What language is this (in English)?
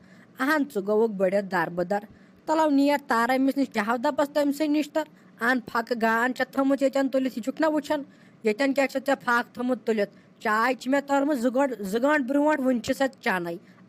Kashmiri